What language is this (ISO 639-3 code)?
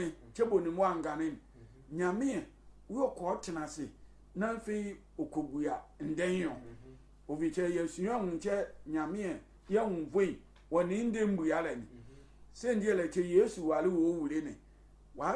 sfw